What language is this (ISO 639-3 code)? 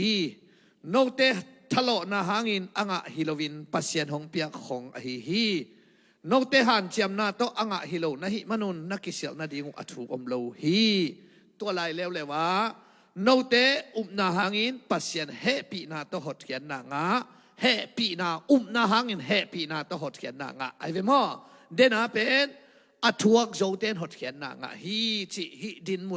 ctd